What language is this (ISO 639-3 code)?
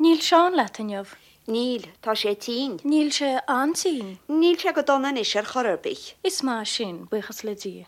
gle